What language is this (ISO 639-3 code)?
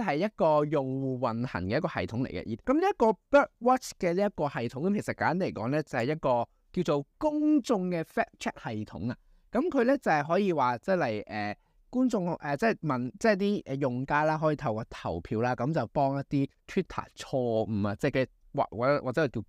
yue